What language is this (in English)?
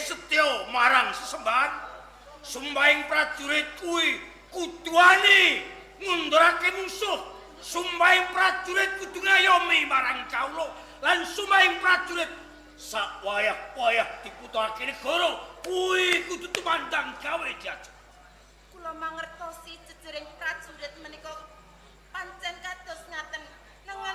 Javanese